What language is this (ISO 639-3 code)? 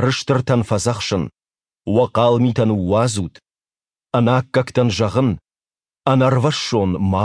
oss